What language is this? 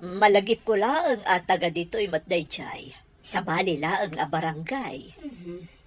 Iloko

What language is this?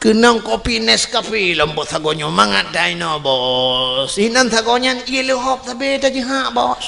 Achinese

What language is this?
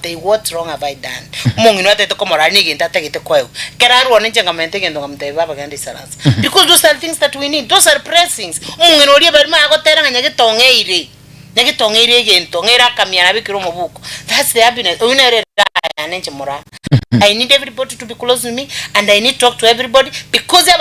Gusii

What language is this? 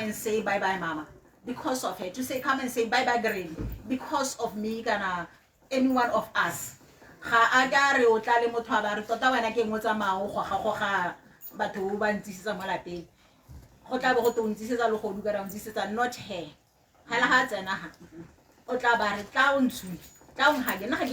Tswana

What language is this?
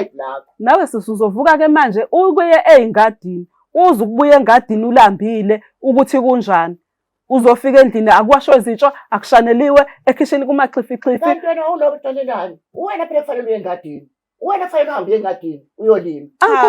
Zulu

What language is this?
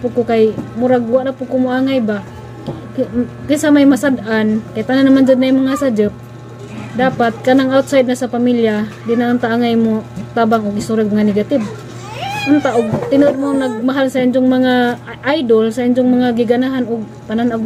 Cebuano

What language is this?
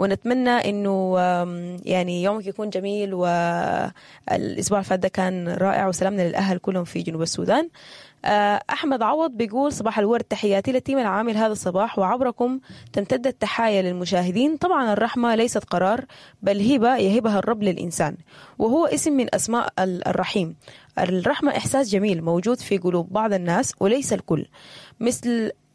Sudanese Arabic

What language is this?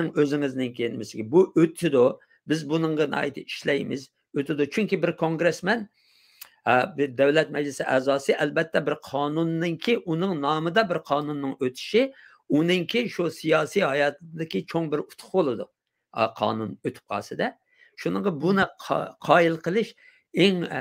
Uyghur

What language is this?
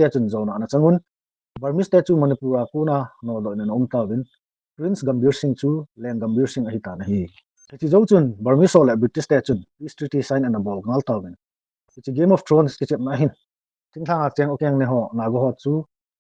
Thado Chin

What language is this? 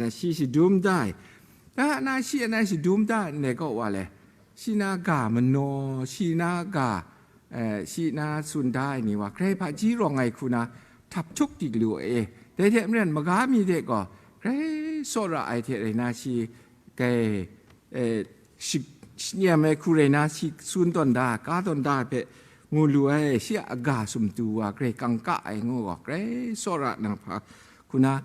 Kachin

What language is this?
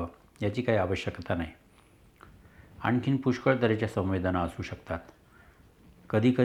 Marathi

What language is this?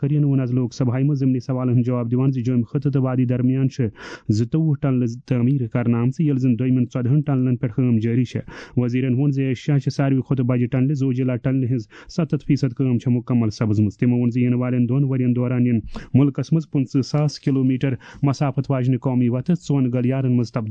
Kashmiri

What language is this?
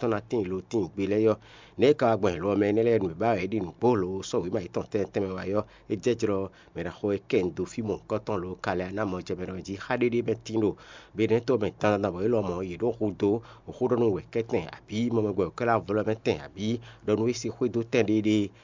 Fon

